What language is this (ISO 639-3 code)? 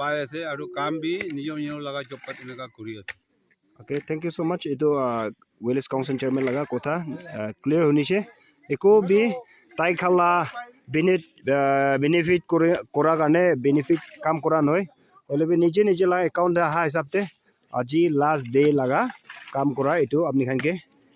nag